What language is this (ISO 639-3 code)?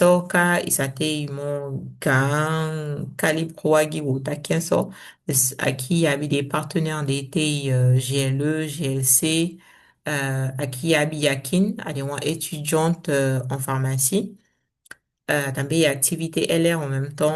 srm